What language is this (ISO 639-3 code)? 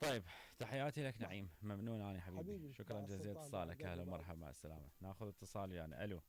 acm